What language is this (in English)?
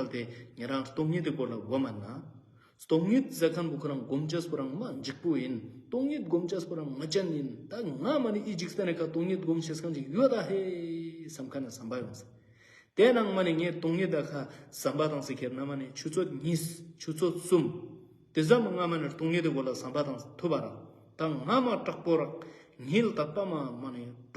Ladakhi